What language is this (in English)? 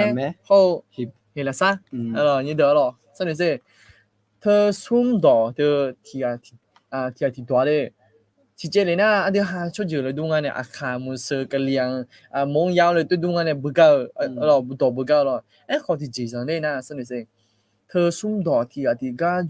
Akha